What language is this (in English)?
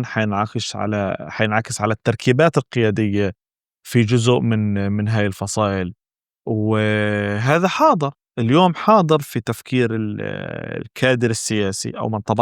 North Levantine Arabic